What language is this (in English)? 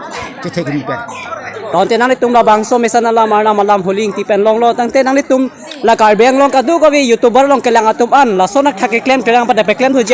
Karbi